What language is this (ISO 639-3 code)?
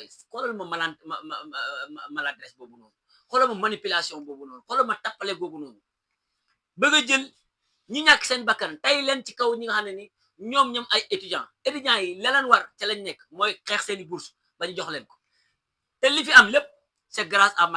wol